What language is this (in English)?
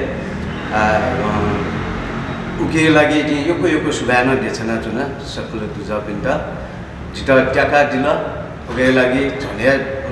Newari